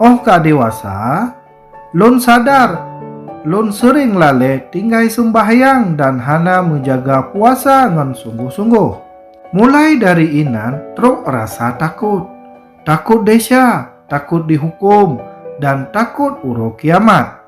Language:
Achinese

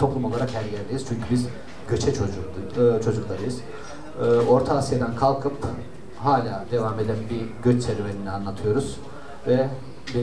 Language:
Turkish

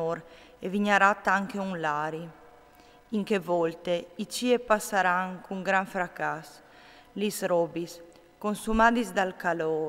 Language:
Friulian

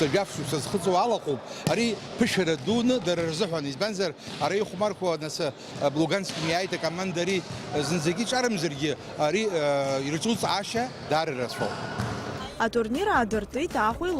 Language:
Abkhazian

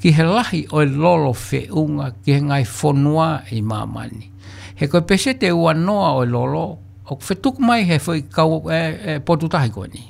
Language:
Tongan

